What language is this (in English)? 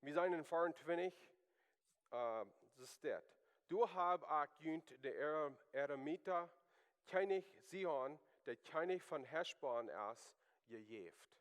Plautdietsch